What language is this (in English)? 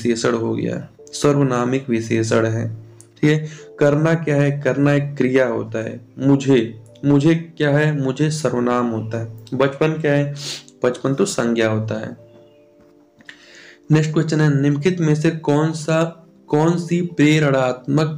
Hindi